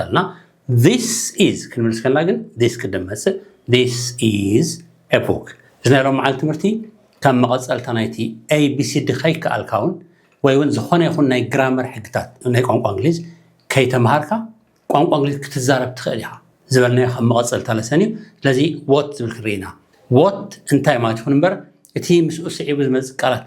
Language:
Tigrinya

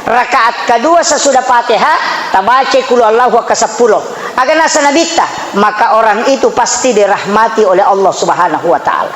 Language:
Buginese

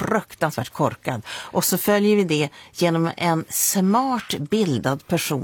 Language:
Swedish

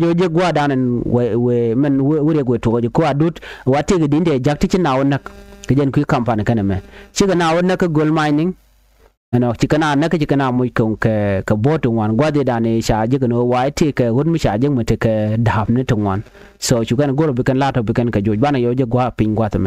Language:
Nuer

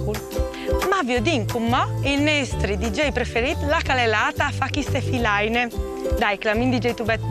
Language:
Friulian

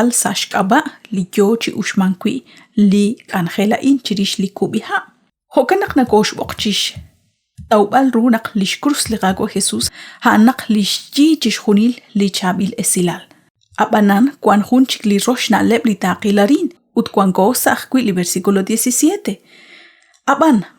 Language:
Kekchí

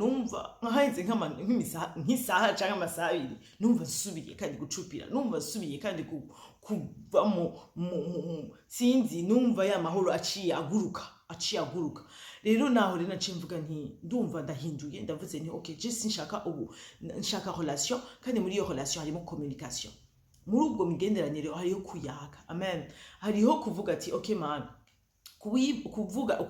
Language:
Rundi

